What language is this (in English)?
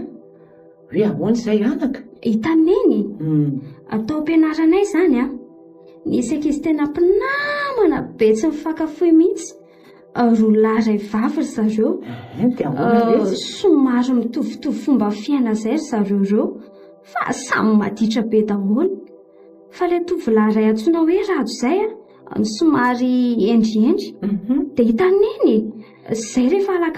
Malagasy